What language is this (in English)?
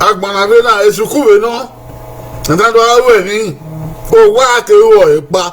Bini